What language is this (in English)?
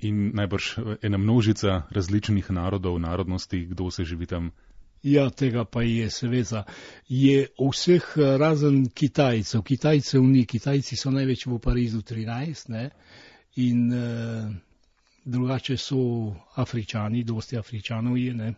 Slovenian